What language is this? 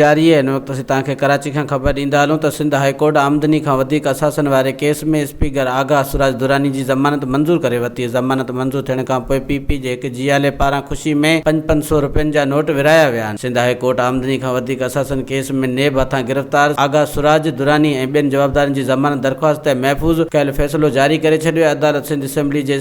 Sindhi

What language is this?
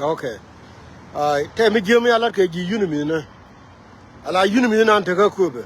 Nuer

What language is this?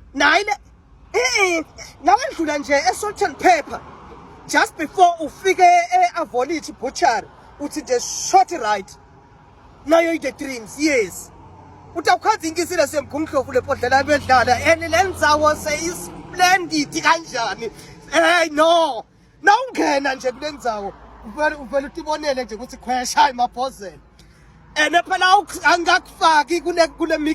Swati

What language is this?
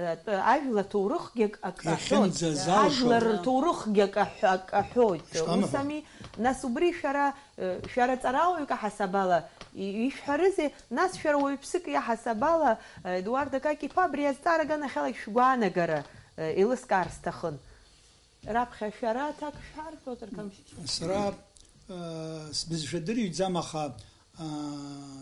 Abkhazian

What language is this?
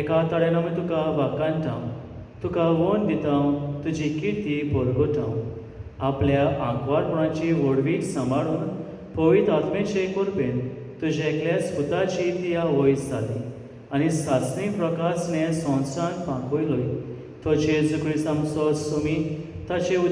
Konkani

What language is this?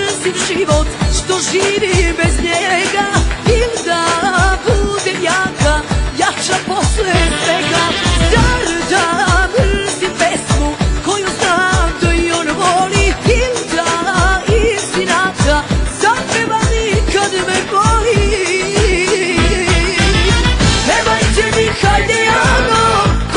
Serbian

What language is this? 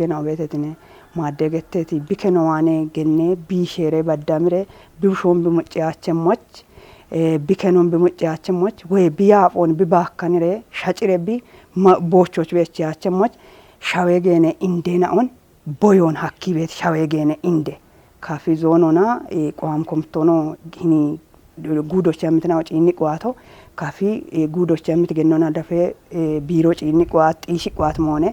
Kafa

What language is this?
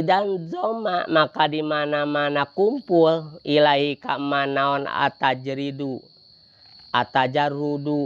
Sundanese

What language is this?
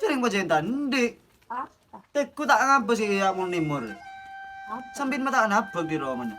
Madurese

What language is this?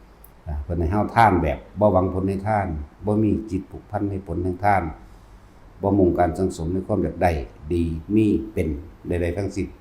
Northeastern Thai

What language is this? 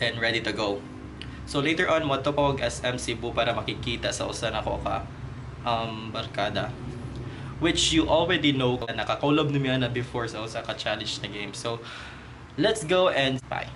Cebuano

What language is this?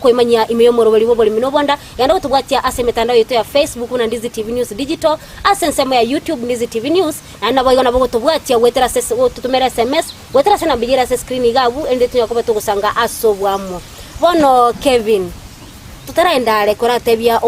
Gusii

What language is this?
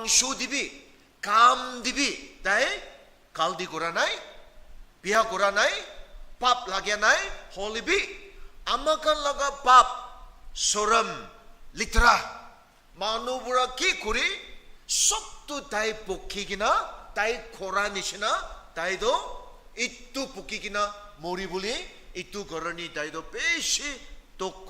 Naga Pidgin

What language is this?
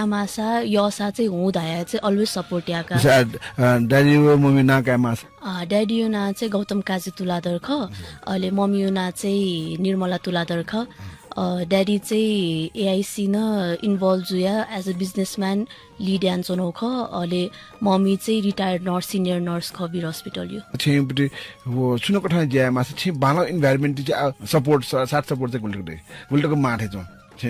Newari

